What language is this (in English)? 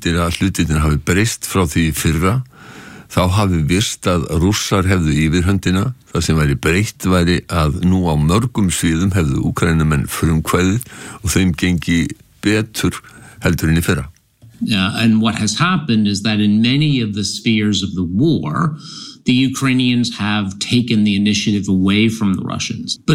Icelandic